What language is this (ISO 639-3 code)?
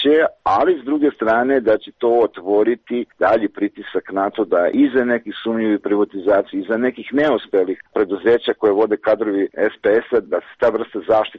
srp